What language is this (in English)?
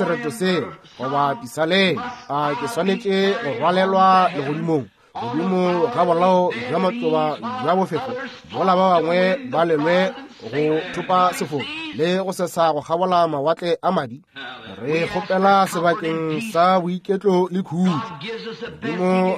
Northern Sotho